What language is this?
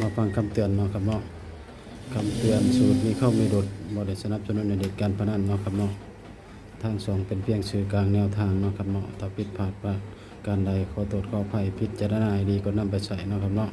Northeastern Thai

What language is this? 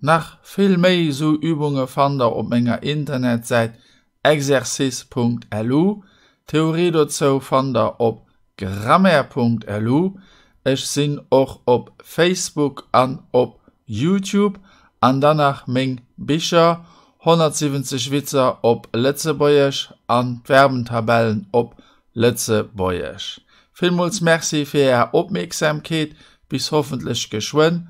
Luxembourgish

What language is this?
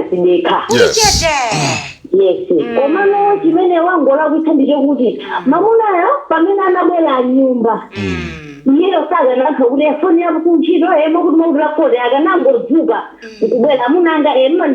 Nyanja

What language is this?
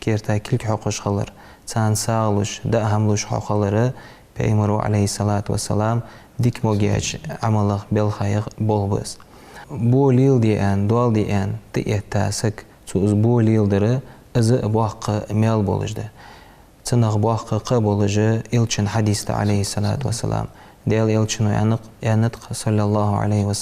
Ingush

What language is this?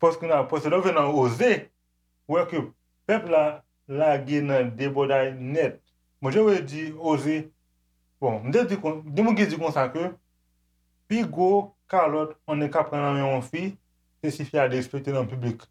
Haitian Creole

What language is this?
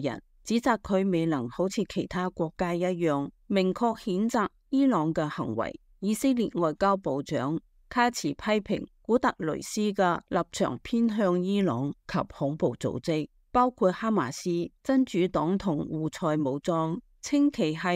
Cantonese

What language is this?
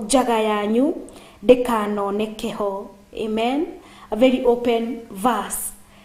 Kikuyu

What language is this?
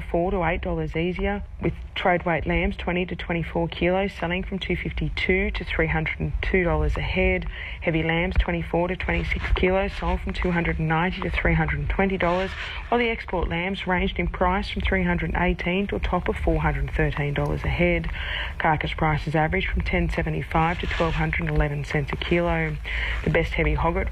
English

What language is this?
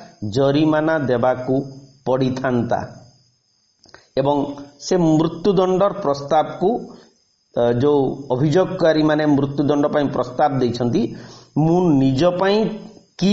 Odia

